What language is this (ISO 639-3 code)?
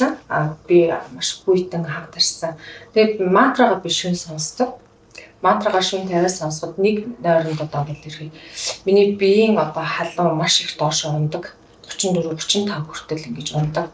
mon